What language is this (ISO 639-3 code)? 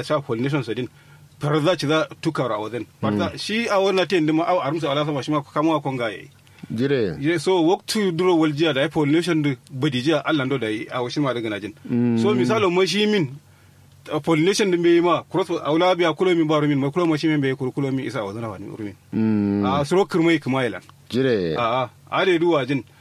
kau